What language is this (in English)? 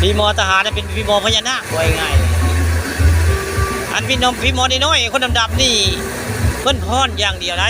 Northeastern Thai